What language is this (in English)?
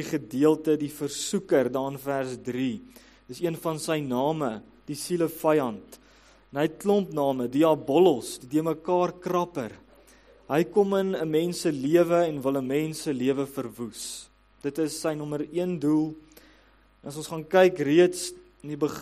Afrikaans